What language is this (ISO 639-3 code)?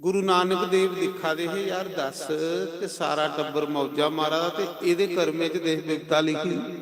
doi